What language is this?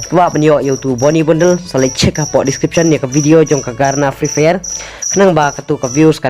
Khasi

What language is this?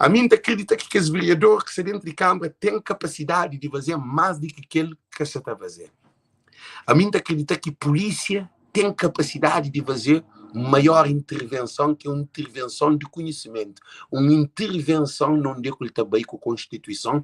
Kabuverdianu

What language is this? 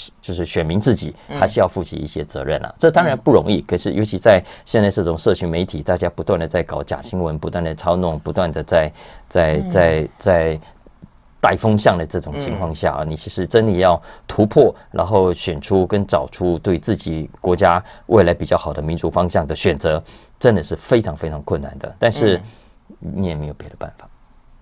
Chinese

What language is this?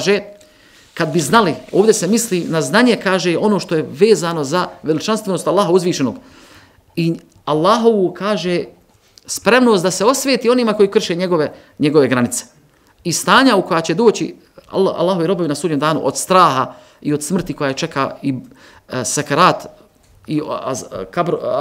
Bosnian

